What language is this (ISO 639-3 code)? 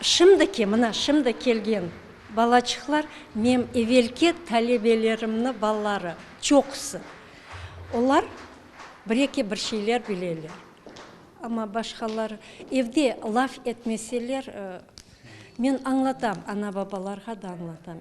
crh